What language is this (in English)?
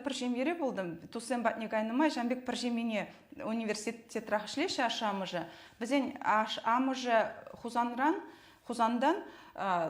Chuvash